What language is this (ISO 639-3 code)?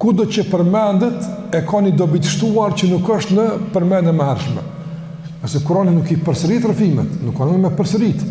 sqi